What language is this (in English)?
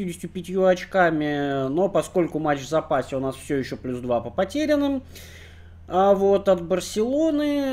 Russian